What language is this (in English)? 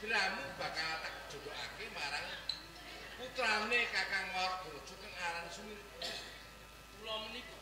Javanese